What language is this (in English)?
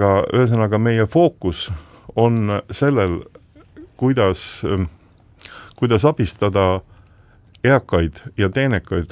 Estonian